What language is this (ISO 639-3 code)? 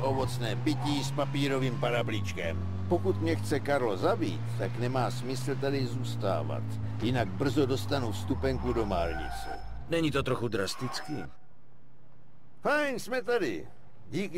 ces